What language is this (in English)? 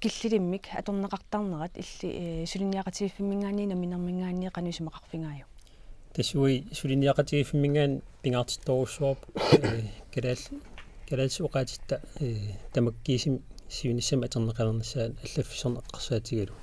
Kalaallisut